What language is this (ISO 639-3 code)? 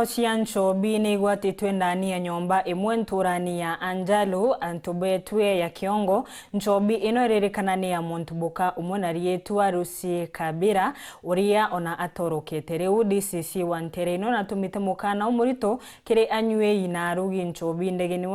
mer